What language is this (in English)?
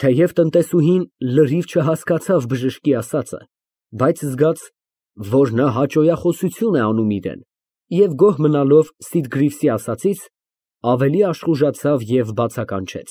Armenian